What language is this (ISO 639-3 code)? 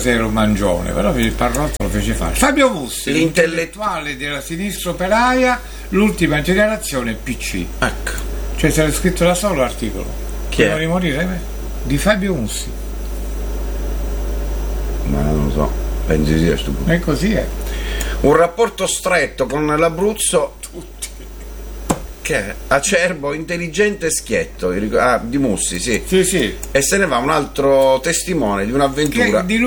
ita